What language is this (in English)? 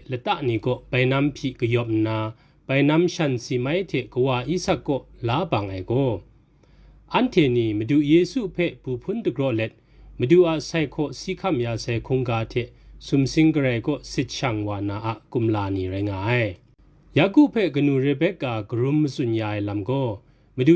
Kachin